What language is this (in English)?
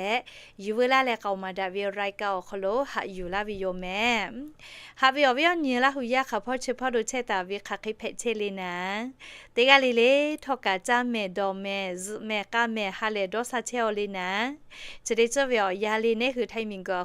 Lahu